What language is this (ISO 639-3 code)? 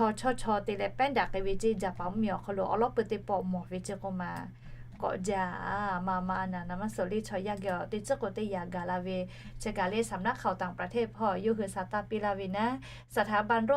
lhu